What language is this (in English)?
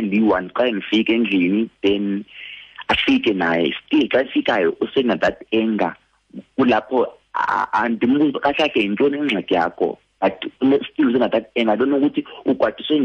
Xhosa